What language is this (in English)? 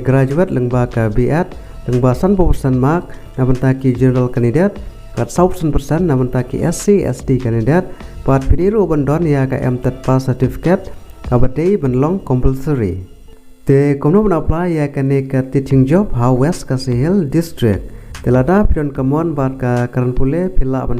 Khasi